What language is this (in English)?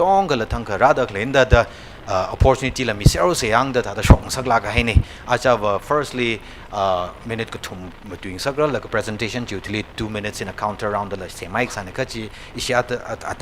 Tangkhul Naga (India)